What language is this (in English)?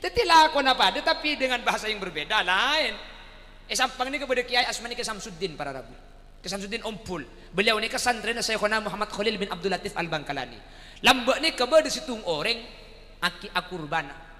Madurese